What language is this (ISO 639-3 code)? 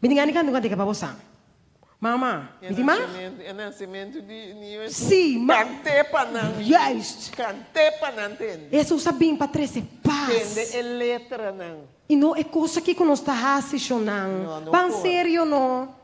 pap